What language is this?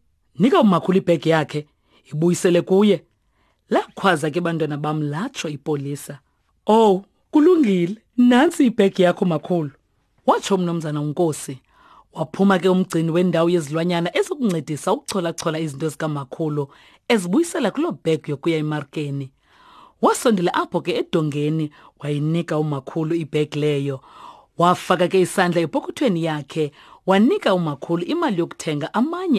Xhosa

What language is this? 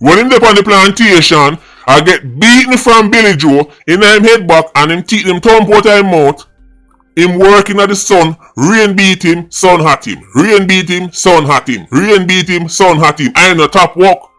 Jamaican Creole English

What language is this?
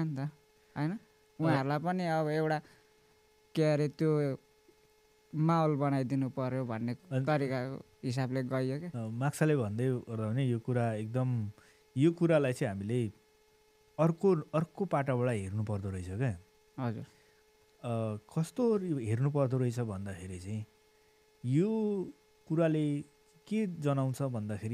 Nepali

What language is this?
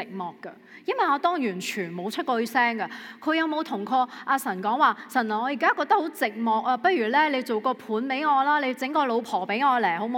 Cantonese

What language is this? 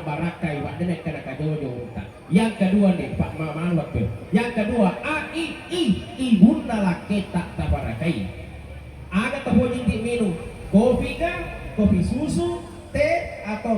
Buginese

